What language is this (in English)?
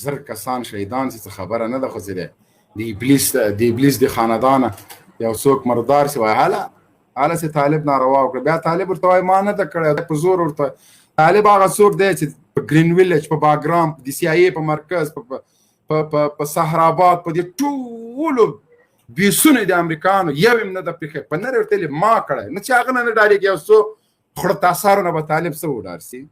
Pashto